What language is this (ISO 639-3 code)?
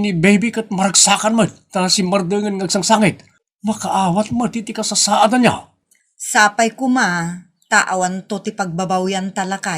ilo